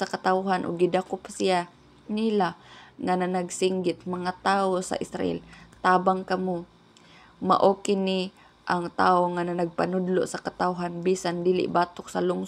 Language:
Cebuano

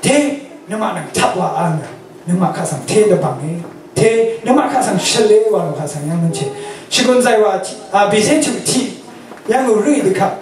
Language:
Rawang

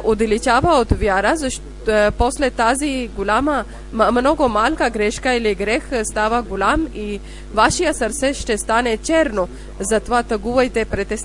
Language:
Bulgarian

